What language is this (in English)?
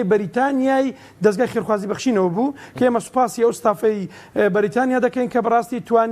Central Kurdish